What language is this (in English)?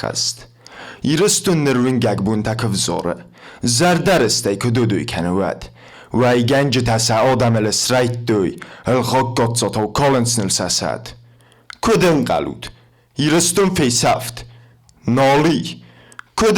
Ossetic